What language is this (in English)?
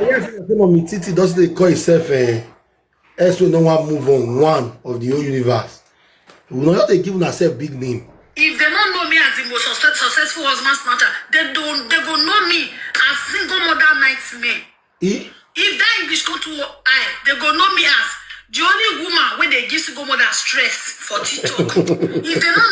Nigerian Pidgin